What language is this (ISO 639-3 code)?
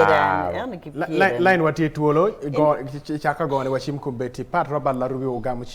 ach